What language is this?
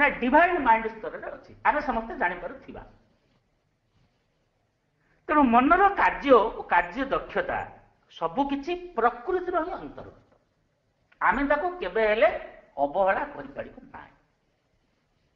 Odia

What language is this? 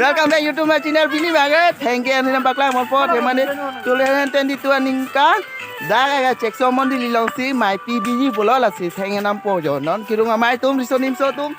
Karbi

